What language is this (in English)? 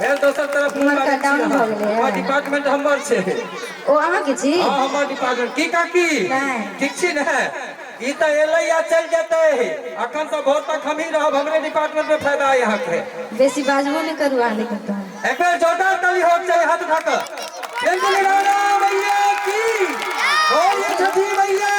Maithili